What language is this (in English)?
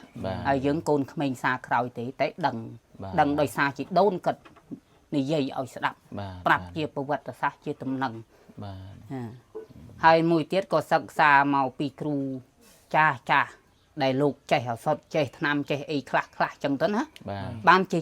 Khmer